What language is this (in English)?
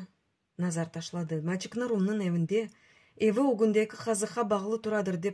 Crimean Tatar